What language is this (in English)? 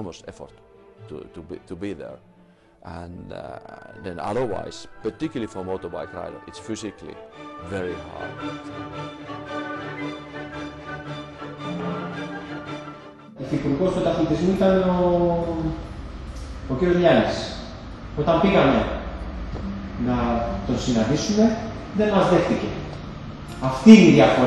Greek